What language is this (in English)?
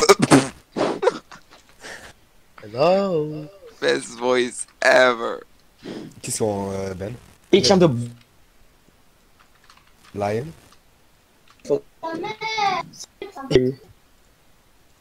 French